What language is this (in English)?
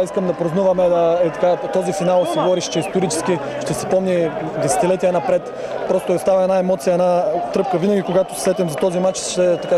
Bulgarian